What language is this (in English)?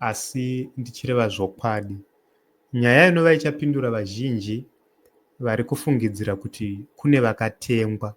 Shona